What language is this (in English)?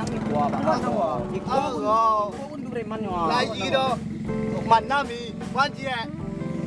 Minangkabau